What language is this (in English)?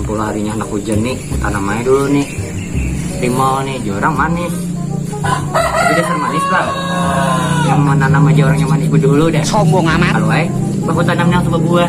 Banjar